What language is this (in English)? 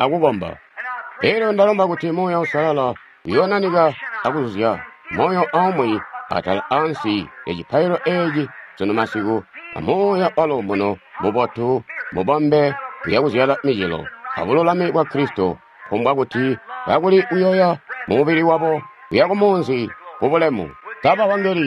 Tonga (Zambia)